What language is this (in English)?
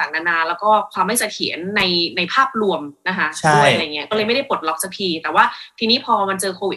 Thai